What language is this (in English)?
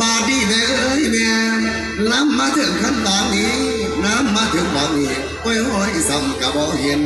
Northeastern Thai